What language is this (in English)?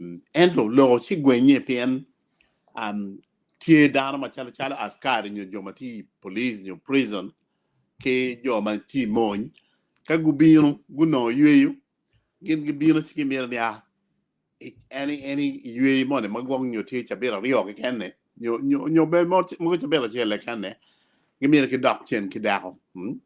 Acoli